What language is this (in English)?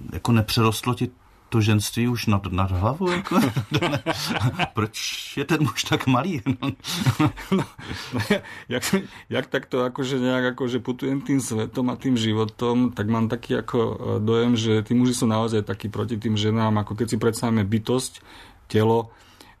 Slovak